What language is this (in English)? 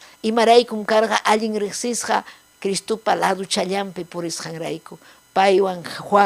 Ayacucho Quechua